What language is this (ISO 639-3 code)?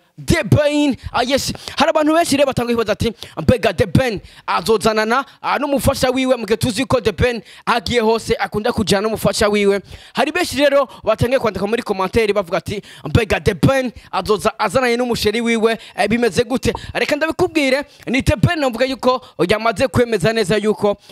run